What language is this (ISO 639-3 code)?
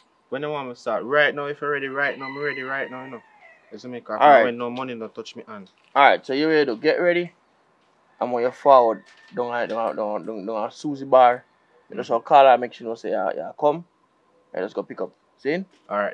jam